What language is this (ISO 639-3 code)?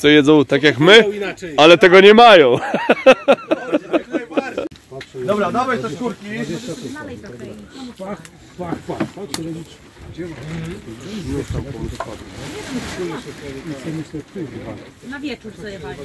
pol